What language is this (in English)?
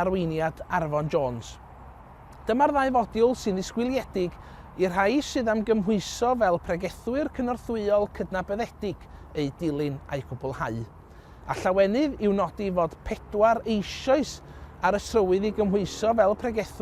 Welsh